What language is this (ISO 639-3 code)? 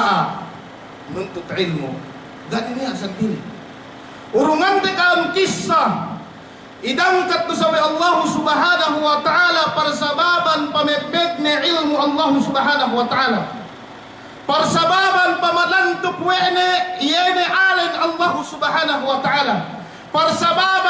yka